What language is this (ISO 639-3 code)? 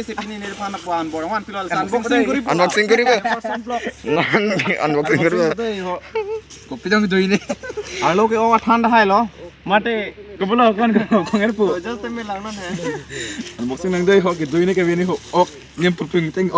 mjw